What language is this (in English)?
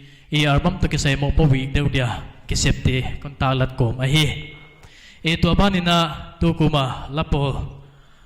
Paite Chin